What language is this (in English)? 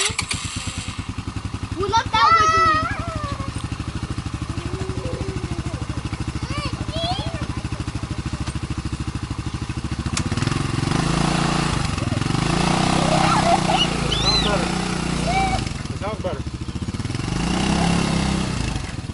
English